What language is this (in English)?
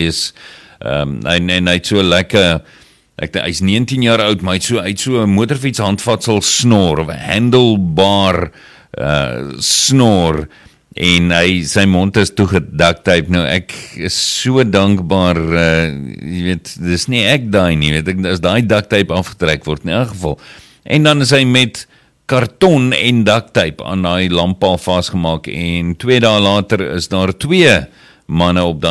Afrikaans